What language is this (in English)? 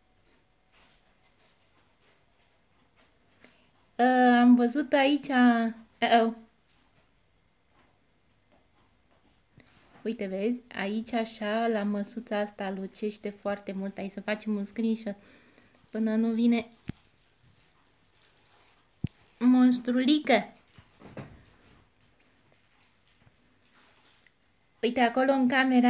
Romanian